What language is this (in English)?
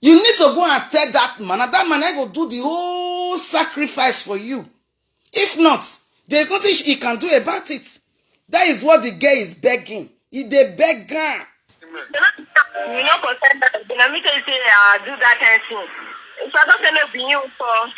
Nigerian Pidgin